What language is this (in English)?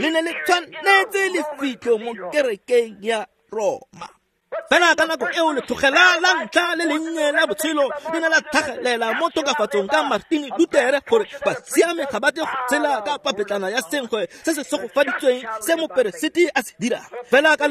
Tswana